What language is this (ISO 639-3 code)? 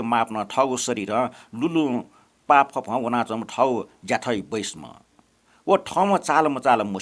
new